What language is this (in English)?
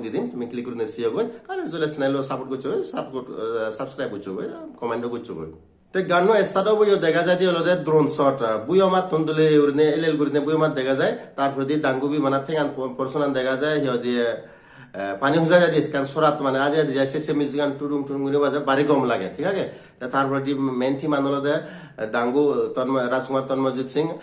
Chakma